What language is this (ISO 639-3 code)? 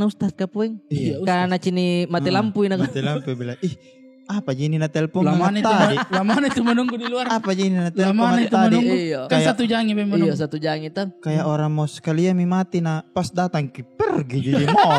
mfp